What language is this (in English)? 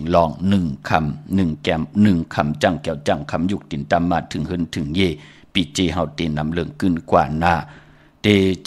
Shan